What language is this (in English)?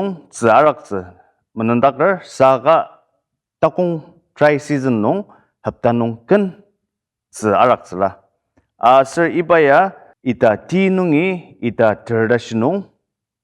Ao Naga